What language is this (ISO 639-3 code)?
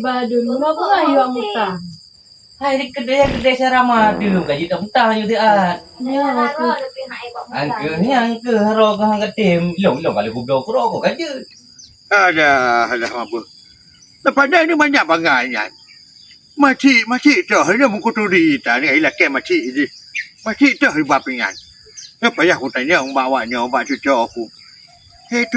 ace